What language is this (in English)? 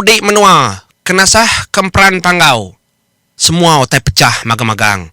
Iban